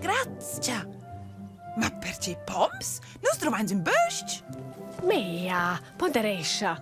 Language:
Romansh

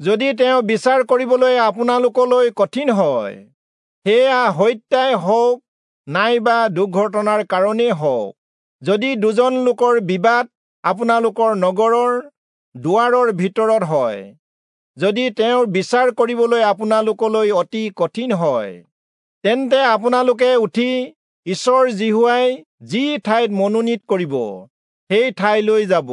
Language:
Assamese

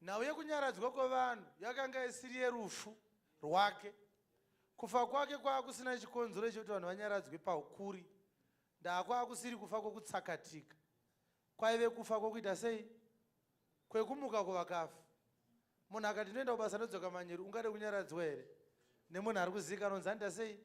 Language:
Shona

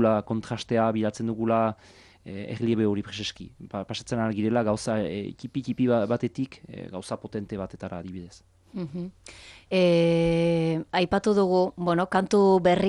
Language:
Basque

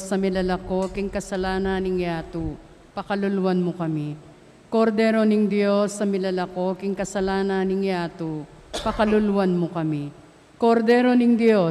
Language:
Pampanga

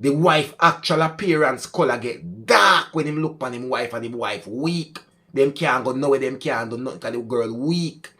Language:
Jamaican Creole English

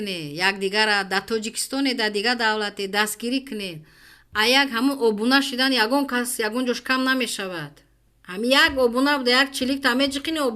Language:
Tajik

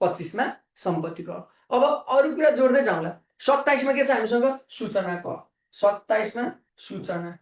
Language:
Nepali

